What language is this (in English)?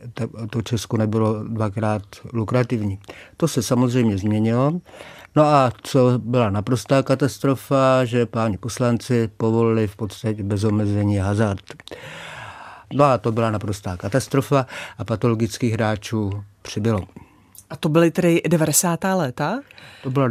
Czech